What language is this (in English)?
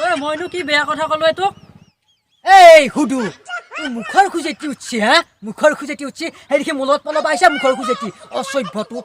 Assamese